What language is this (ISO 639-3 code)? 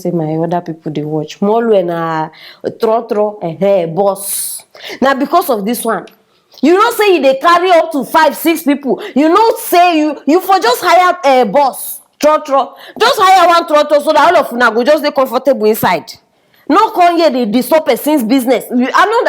pcm